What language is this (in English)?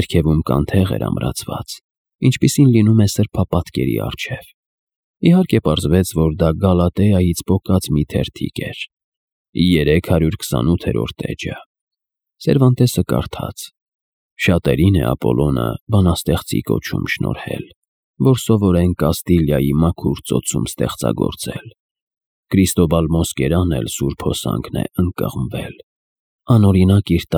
Armenian